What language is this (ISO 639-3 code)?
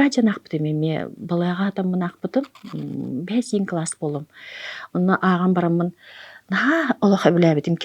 sah